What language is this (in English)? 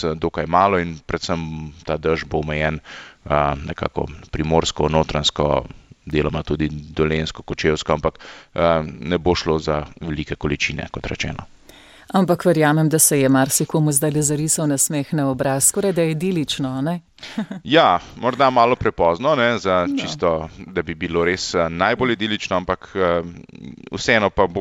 Slovenian